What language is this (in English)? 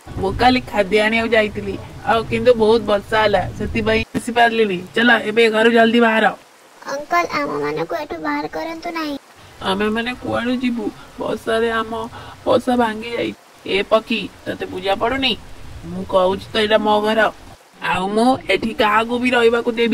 Odia